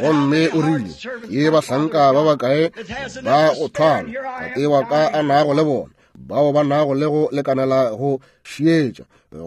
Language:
Northern Sotho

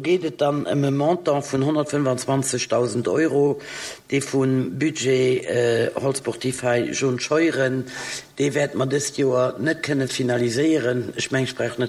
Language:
Luxembourgish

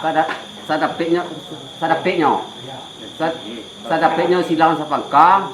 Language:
Minangkabau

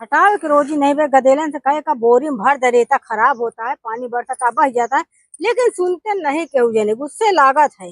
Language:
Awadhi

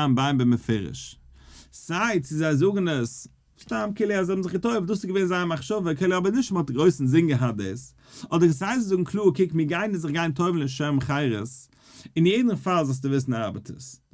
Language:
Yiddish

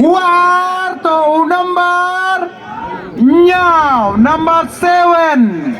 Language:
Khasi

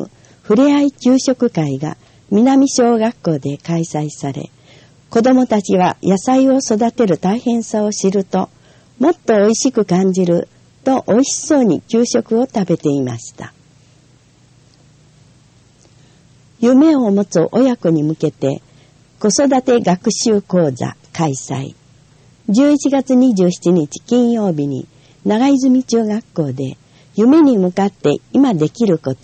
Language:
Japanese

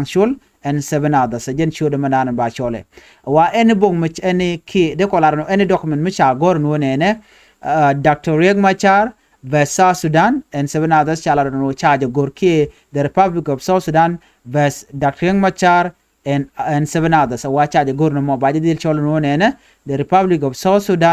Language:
Nuer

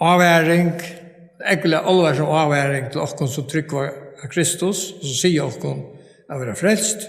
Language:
Faroese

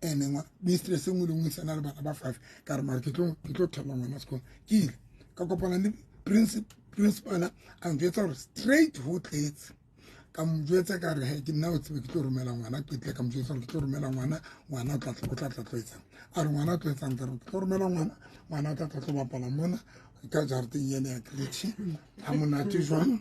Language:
Southern Sotho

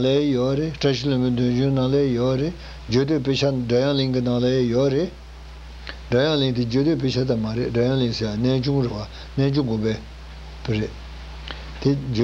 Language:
Tibetan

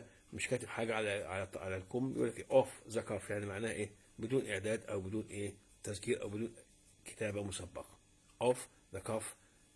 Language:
Egyptian Arabic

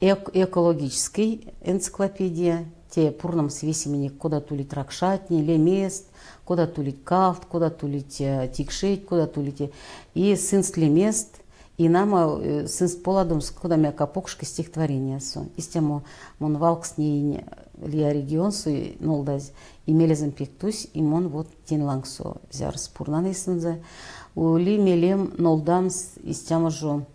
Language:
Erzya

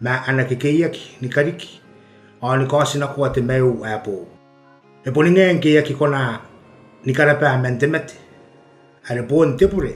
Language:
Gilbertese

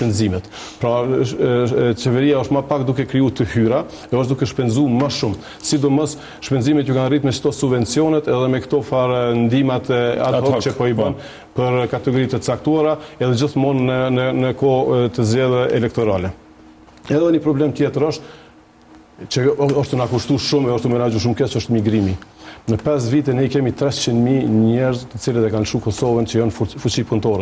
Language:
Albanian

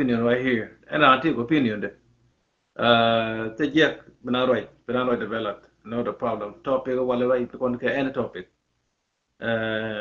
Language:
Nuer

